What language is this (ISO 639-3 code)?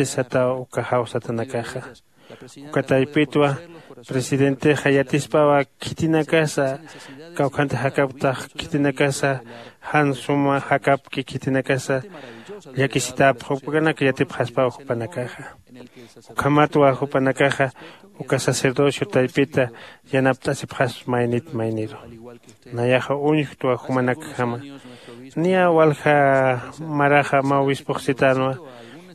aym